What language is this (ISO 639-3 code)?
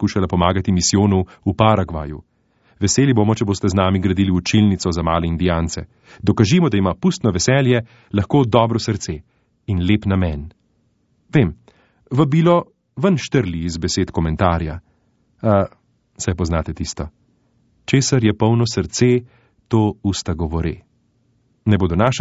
slv